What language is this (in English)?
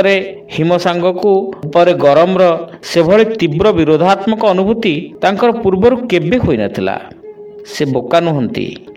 Odia